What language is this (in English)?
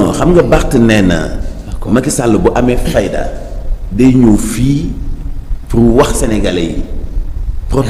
Wolof